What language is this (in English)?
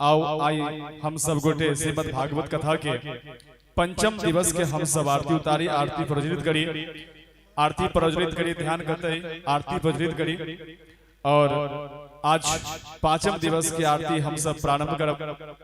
Maithili